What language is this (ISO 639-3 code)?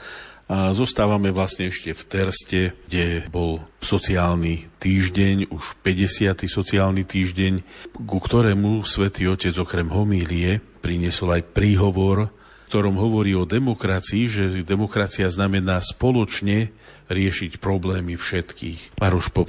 slk